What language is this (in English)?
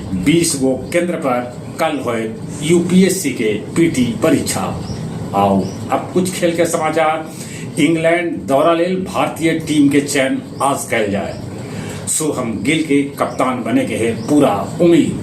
Magahi